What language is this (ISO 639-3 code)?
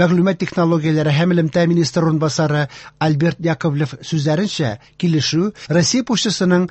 tat